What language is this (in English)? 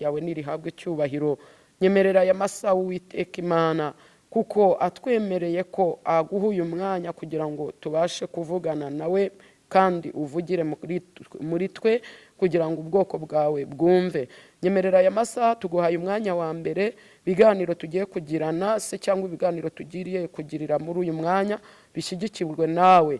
Kinyarwanda